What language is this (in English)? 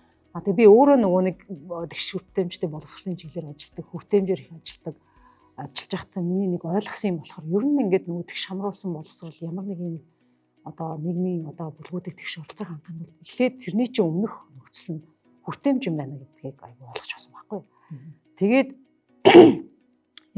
Mongolian